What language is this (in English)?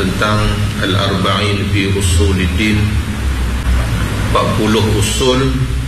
Malay